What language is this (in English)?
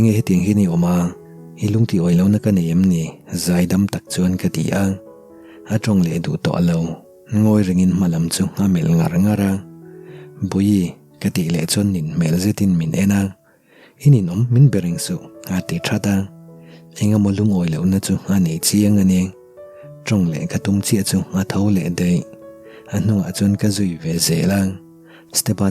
Mizo